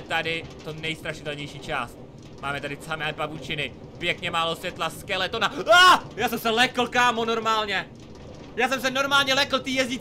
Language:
Czech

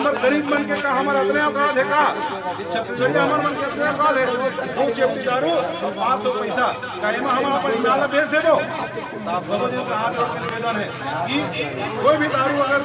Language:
Chhattisgarhi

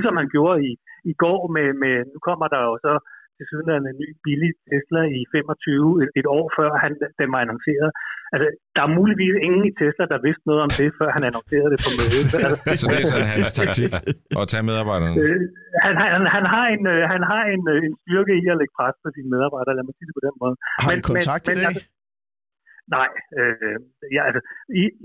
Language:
Danish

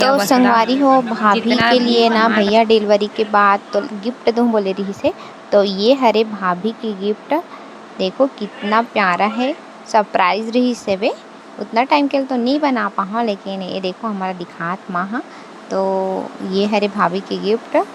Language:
Chhattisgarhi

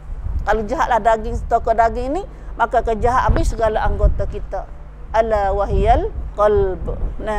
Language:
Malay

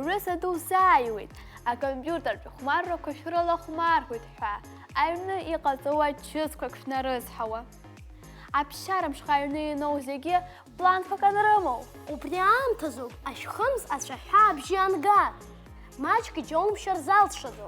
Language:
Abkhazian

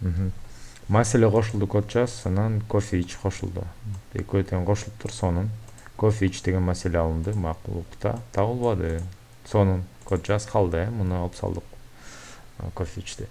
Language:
Kyrgyz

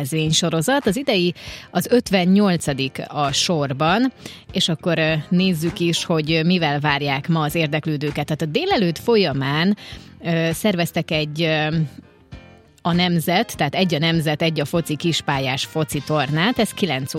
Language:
Hungarian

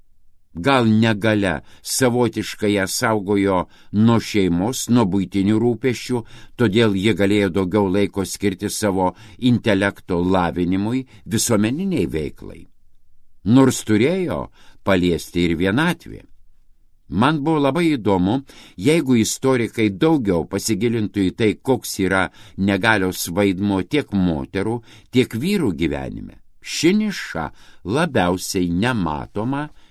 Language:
Lithuanian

